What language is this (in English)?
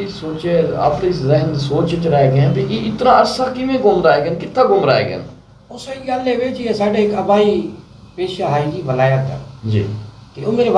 Saraiki